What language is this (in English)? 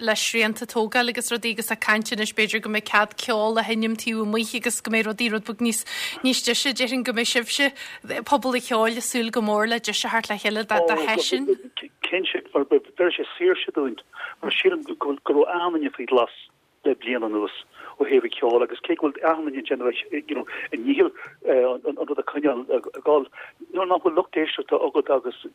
Irish